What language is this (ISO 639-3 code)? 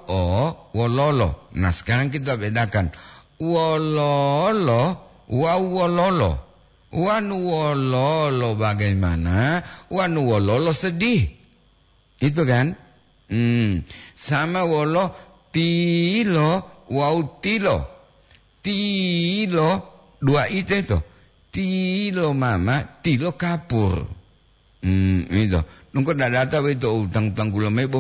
gor